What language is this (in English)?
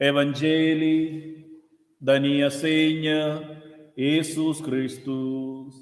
Romansh